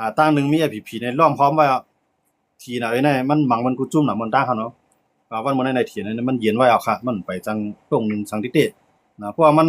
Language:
Shan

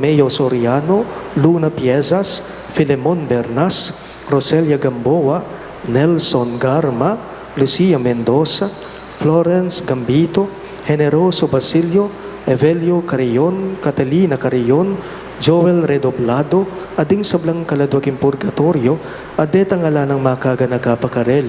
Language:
Pampanga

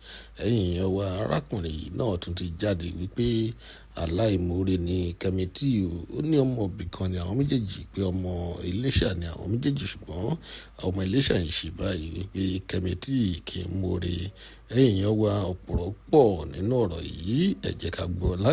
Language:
Yoruba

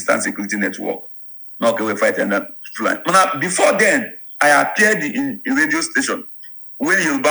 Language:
Igbo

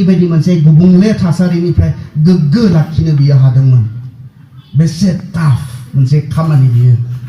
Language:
Bodo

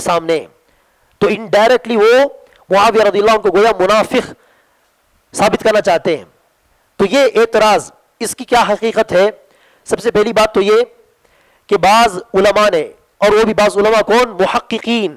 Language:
Urdu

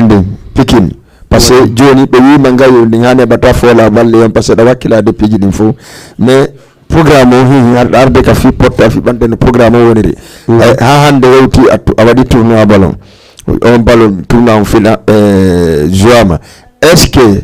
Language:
Fula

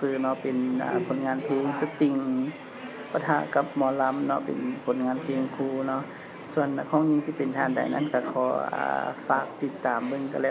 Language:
Lao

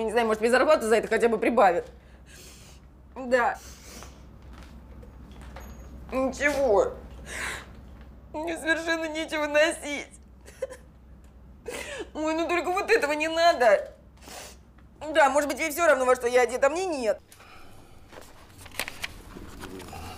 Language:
Russian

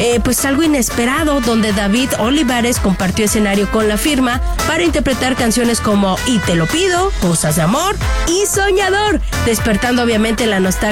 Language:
Spanish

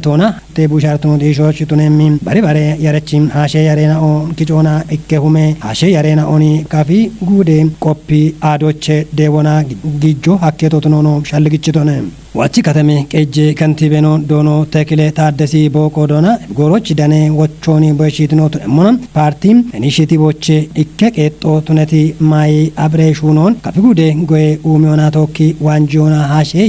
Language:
Kafa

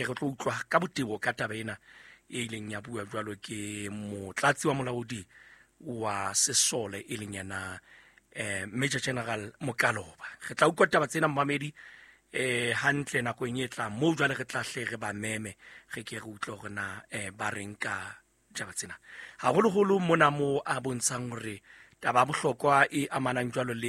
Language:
Southern Sotho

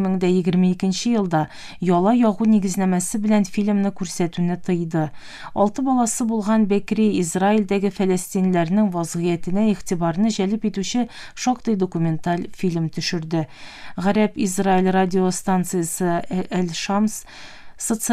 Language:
Tatar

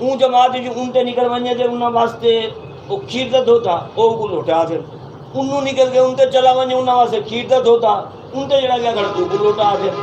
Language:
Saraiki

